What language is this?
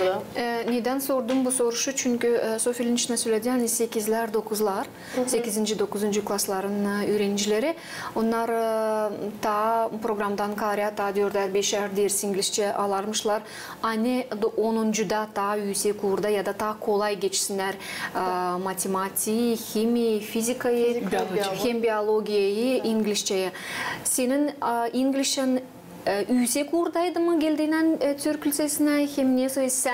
Gagauz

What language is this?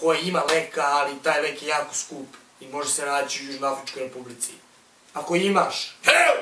Bosnian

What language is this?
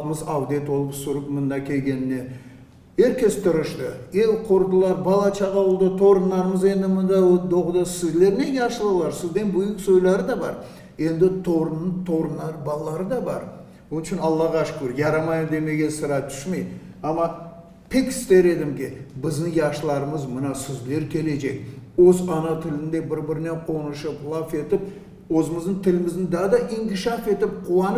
Crimean Tatar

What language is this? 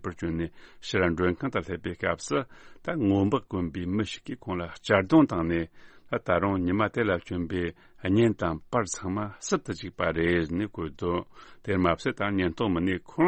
Tibetan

